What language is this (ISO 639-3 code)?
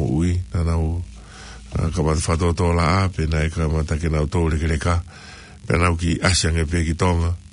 ton